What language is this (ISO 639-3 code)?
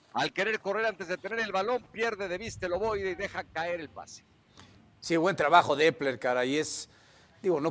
spa